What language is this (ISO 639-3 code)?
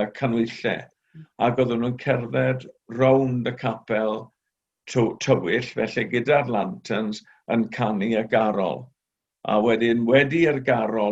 cym